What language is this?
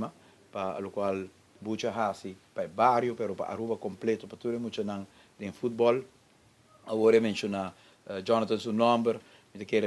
Papiamento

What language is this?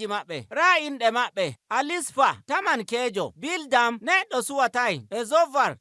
Nigerian Fulfulde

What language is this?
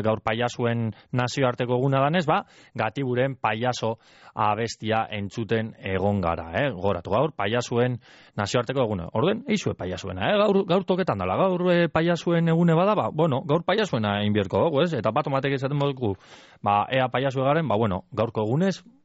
Basque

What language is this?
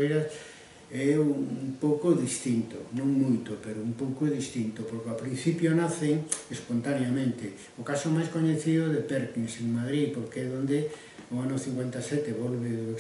Galician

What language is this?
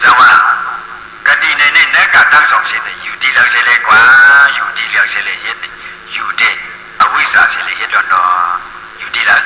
Shan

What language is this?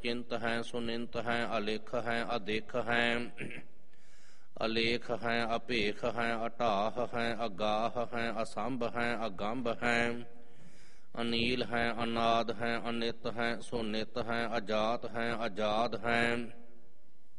Punjabi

